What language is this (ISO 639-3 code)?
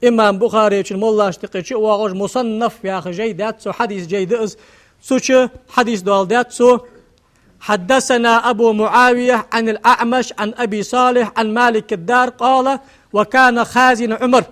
inh